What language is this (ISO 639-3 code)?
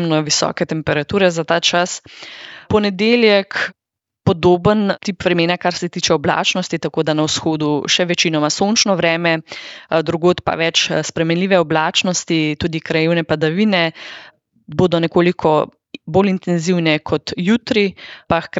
slv